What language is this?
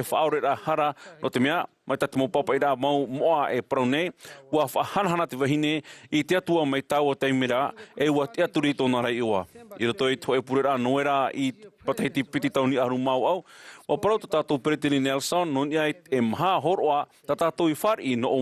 Tahitian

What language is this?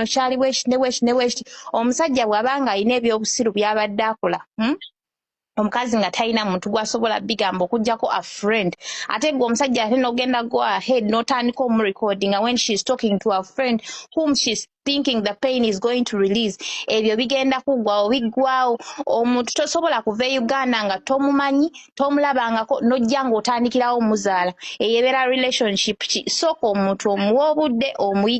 Ganda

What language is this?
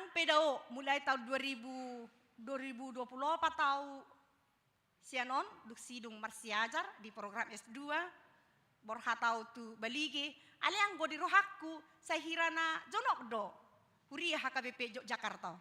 Batak Toba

